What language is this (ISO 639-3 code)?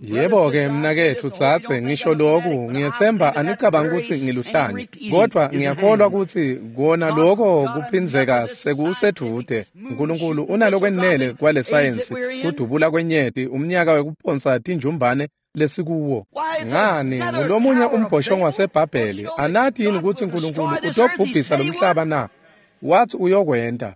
ssw